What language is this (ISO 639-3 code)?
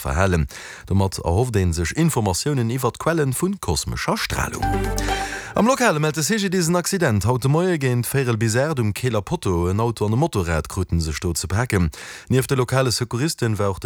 ltz